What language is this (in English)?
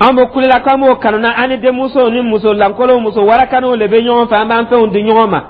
Dyula